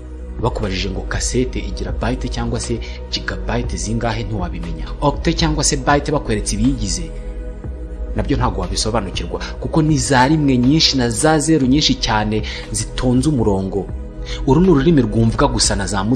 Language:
Kinyarwanda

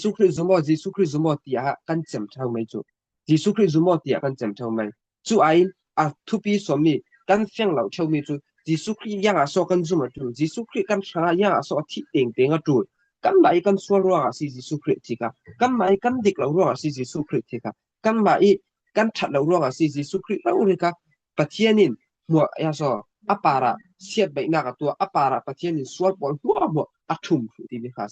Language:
Falam Chin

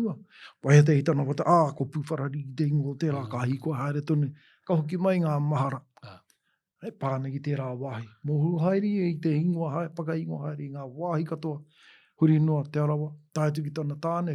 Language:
Māori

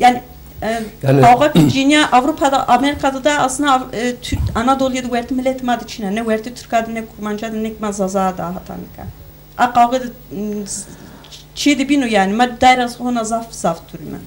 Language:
Zaza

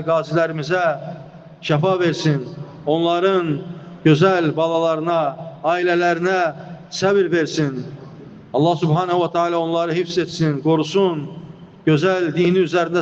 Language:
Azerbaijani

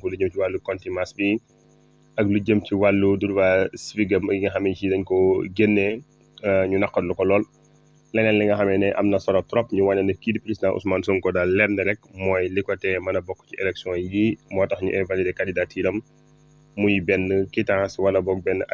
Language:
Wolof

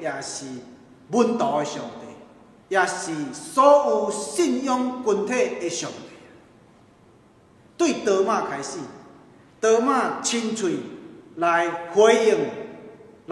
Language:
Min Nan Chinese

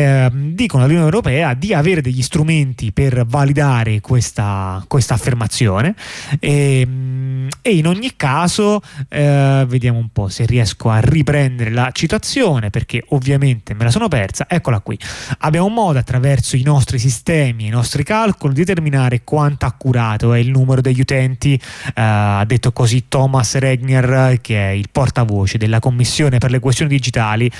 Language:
Italian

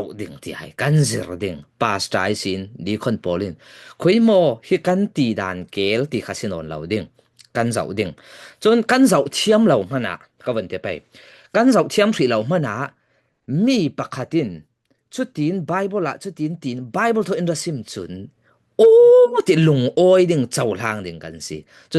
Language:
Falam Chin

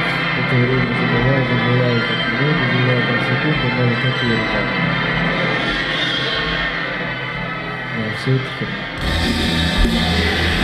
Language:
Russian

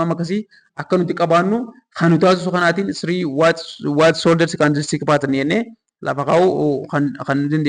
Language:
Oromo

